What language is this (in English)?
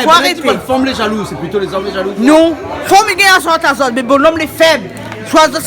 Réunion Creole French